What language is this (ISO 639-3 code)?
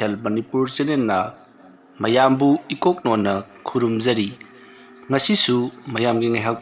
mni